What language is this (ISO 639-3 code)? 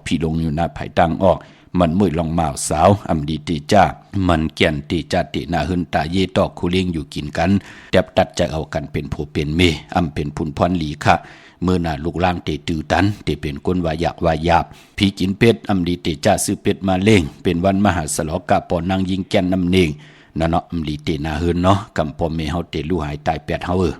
shn